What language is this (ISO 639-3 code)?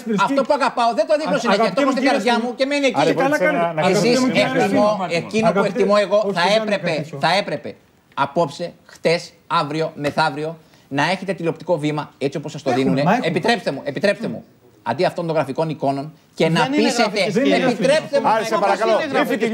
ell